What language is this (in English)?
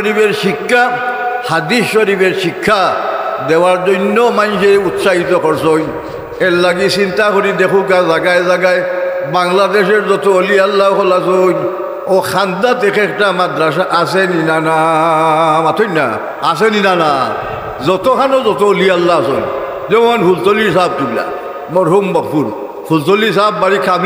Sylheti